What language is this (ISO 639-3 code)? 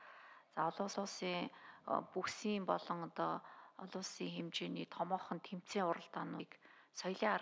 mon